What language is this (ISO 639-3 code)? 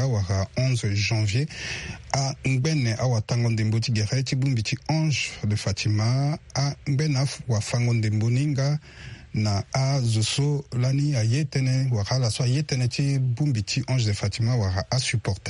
sag